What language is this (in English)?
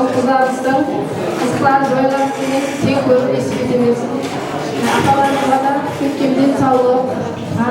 Kara-Kalpak